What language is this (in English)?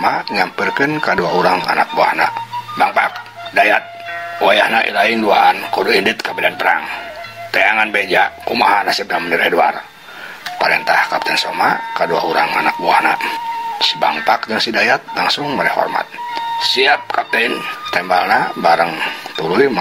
Sundanese